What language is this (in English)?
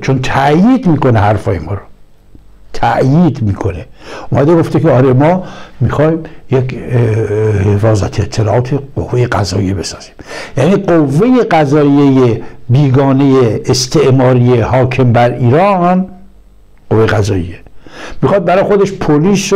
Persian